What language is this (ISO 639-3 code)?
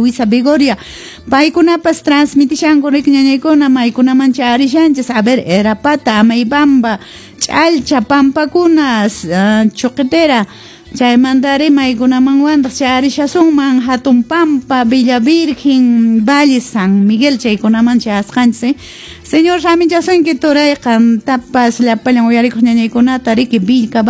que